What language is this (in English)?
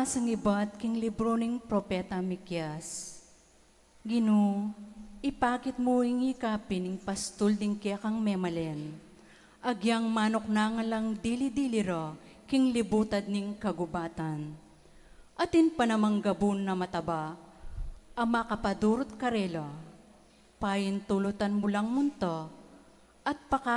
Pampanga